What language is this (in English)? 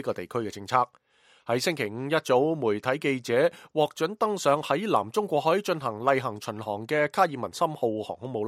Cantonese